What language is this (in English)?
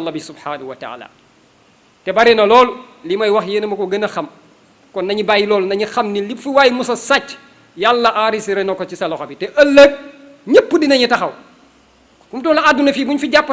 Wolof